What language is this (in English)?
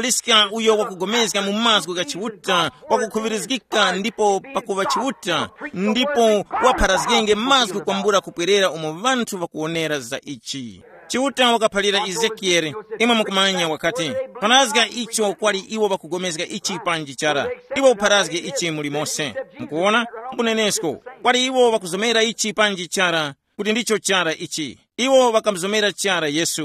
Tumbuka